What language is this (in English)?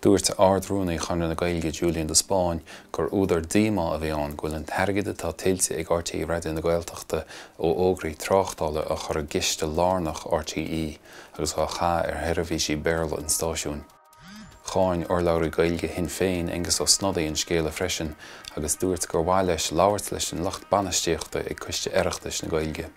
Irish